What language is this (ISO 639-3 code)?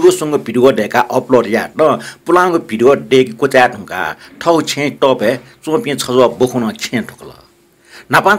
new